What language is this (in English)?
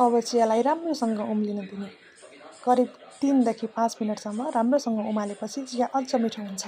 Nepali